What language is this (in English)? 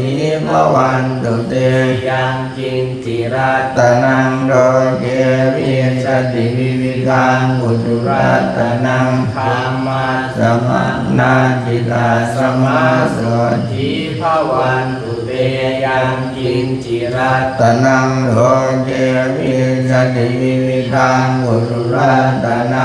Pali